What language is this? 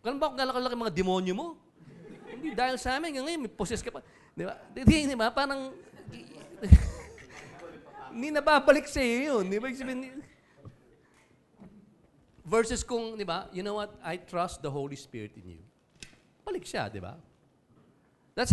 Filipino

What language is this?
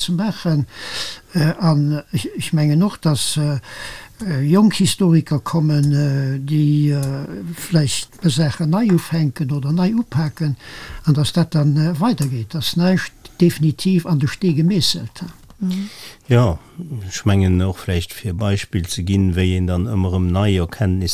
Luxembourgish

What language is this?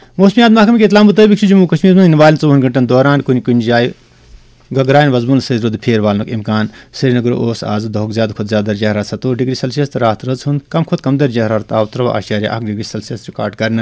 Kashmiri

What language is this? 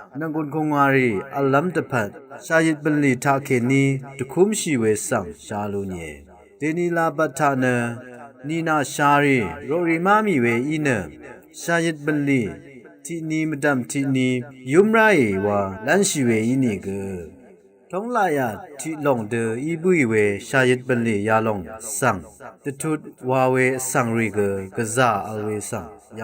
Rawang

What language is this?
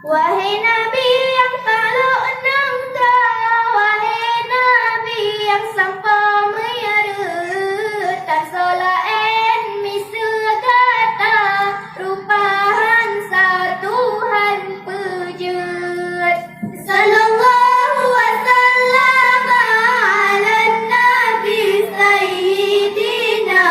Achinese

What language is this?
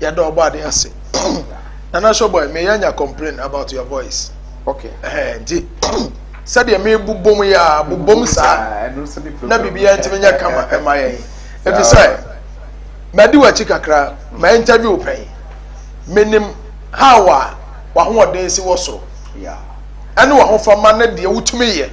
Akan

